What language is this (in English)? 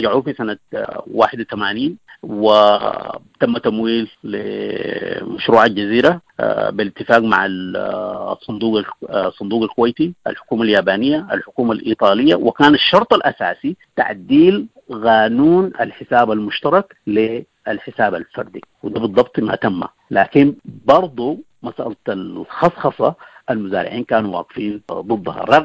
Sudanese Arabic